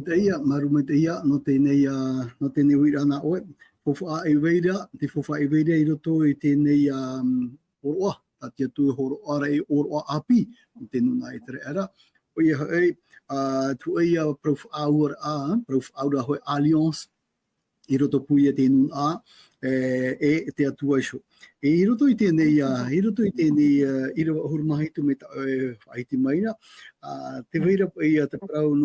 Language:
Tahitian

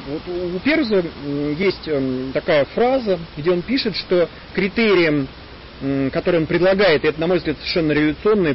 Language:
Russian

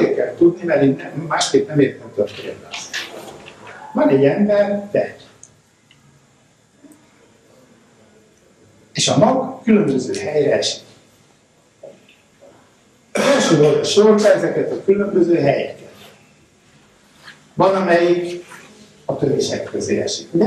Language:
Hungarian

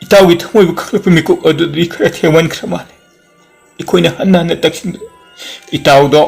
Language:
Manipuri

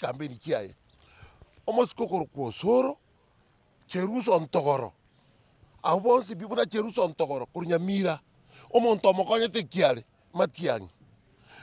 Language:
Gusii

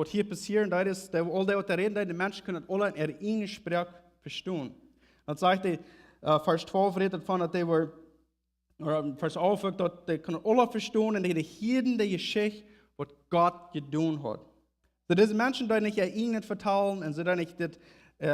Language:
Plautdietsch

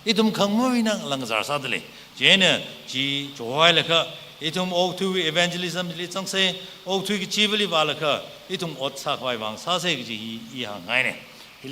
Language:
Tangkhul Naga (India)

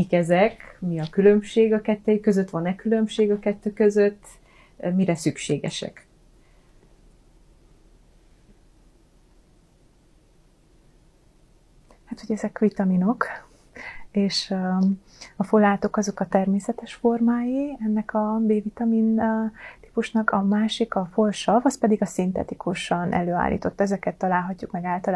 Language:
Hungarian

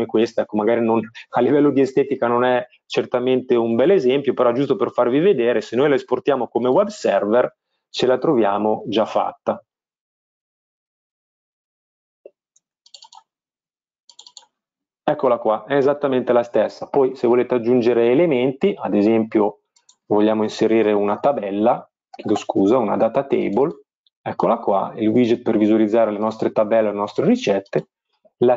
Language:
Italian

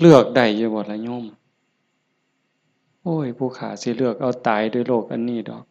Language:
Northeastern Thai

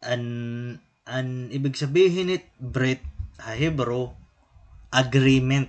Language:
Waray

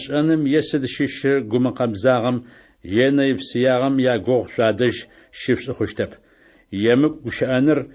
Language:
Adyghe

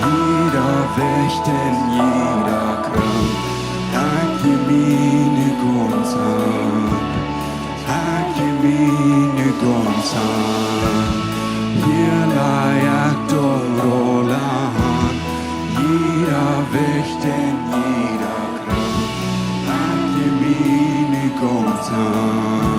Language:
Plautdietsch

